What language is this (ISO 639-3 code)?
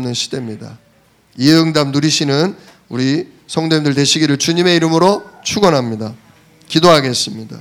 kor